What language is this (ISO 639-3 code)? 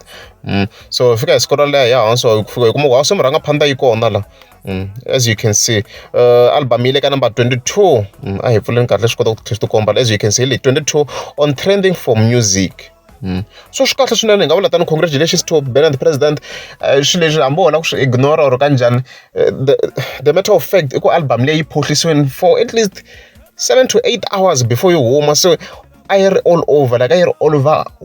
tso